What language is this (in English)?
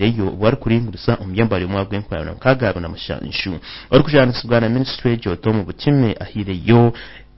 Nyankole